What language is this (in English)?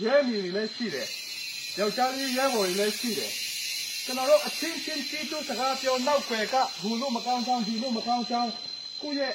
Hakha Chin